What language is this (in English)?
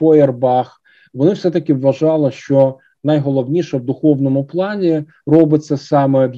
Ukrainian